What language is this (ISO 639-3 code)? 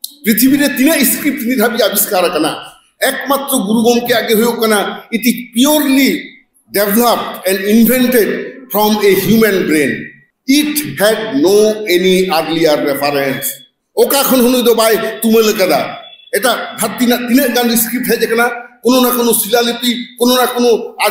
sat